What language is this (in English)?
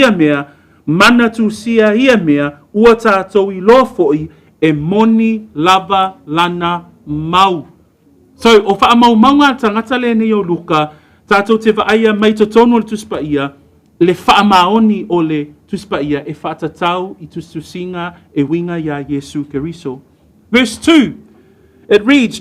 Samoan